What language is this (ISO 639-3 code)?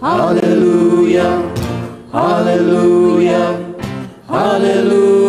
kok